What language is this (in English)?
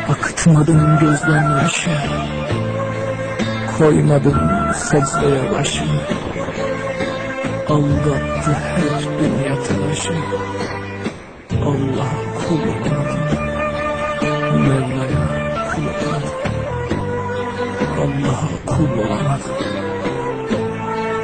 Turkish